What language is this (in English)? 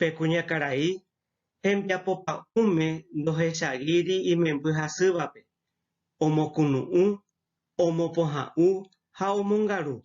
Guarani